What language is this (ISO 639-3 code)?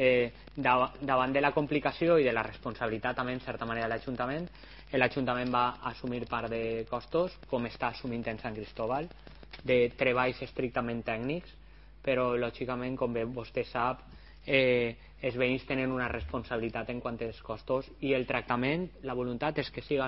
cat